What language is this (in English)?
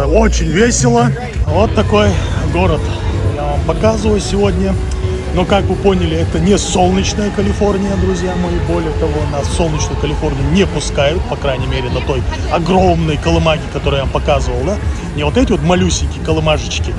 Russian